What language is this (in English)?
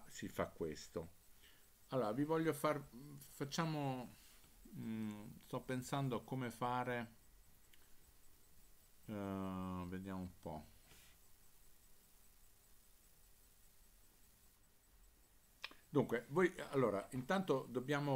Italian